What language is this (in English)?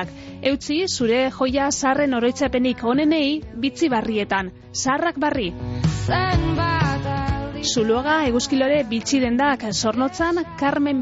Basque